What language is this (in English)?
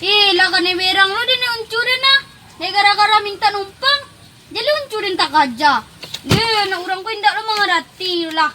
Minangkabau